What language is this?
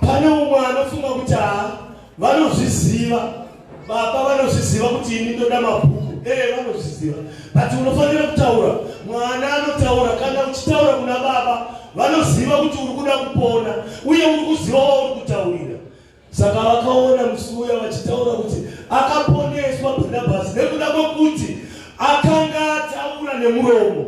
Shona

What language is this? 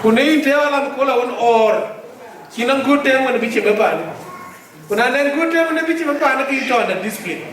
Dinka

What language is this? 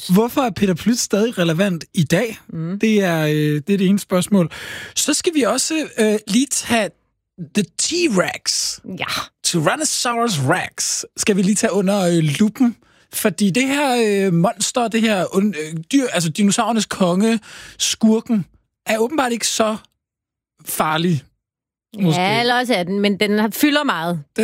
Danish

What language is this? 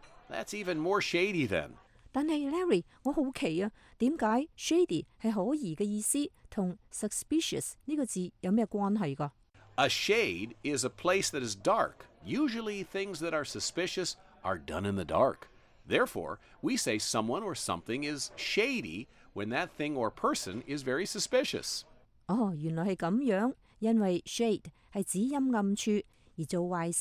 Cantonese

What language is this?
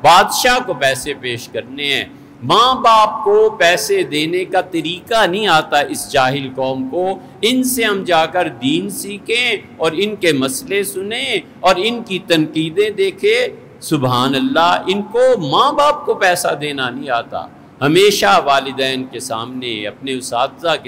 Urdu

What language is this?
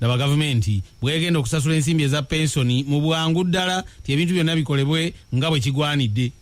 Ganda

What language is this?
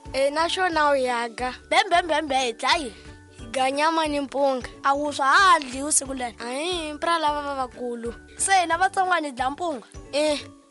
Tsonga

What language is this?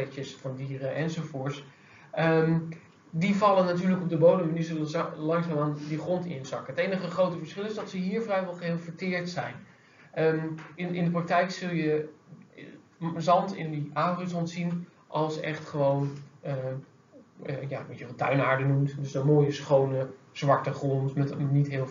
Dutch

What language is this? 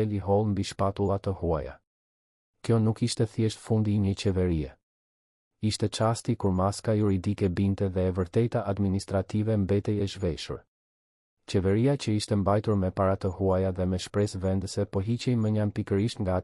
Albanian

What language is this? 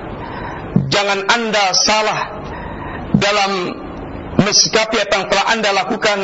Indonesian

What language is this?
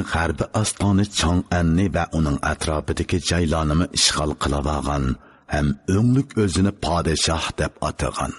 Uyghur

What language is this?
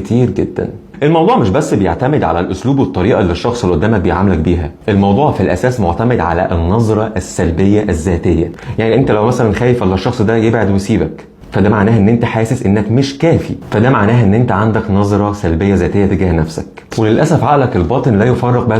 Egyptian Arabic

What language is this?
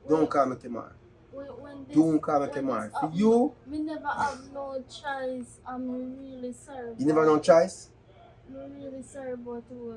Jamaican Creole English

